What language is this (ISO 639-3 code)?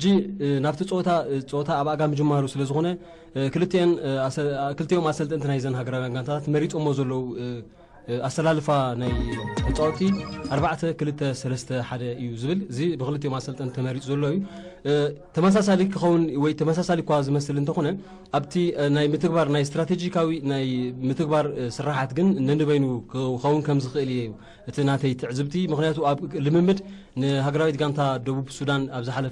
tir